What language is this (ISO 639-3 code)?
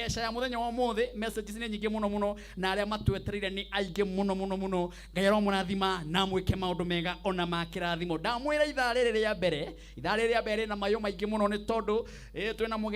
kik